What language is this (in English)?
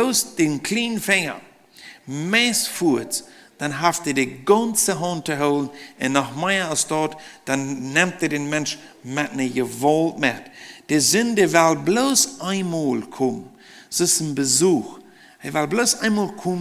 Plautdietsch